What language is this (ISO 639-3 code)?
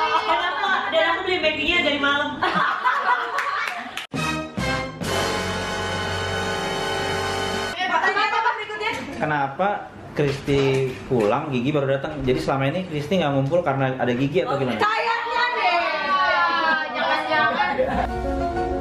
ind